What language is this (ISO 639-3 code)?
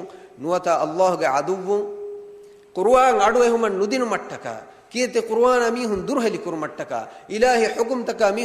div